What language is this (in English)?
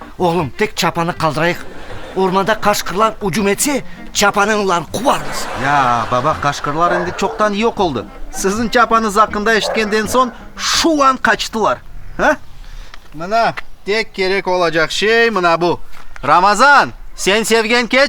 Crimean Tatar